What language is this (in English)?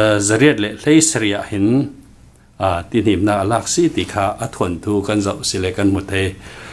Falam Chin